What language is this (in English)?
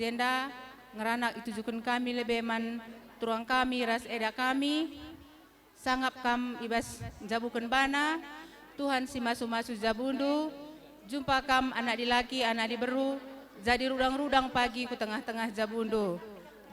Batak Karo